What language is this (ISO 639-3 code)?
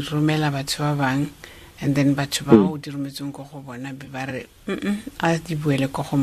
tsn